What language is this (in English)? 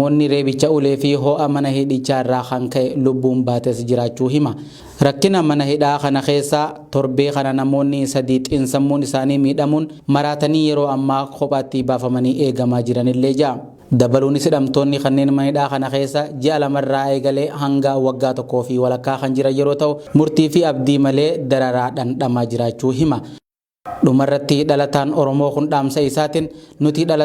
Oromo